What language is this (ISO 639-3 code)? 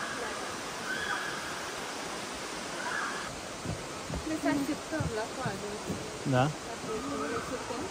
ron